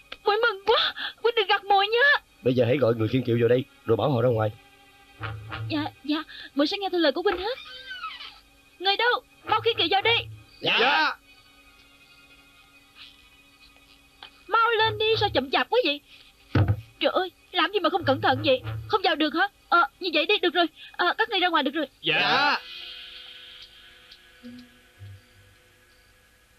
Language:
Vietnamese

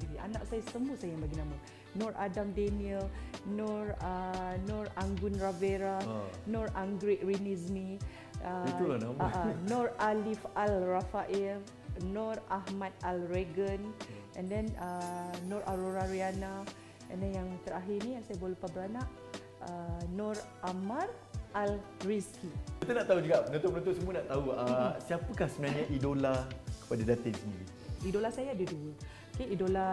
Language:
Malay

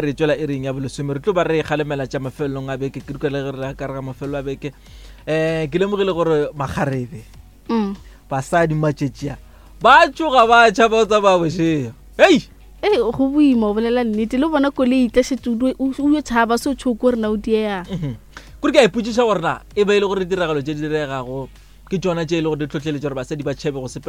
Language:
Northern Sotho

